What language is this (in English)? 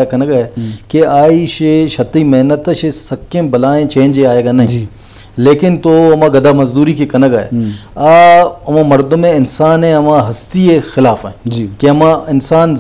Baluchi